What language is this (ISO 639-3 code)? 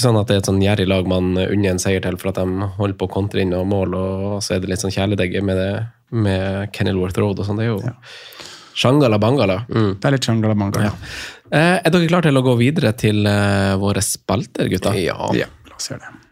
nor